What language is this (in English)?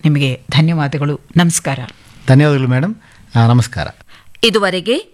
Kannada